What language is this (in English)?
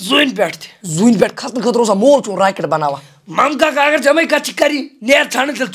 Kashmiri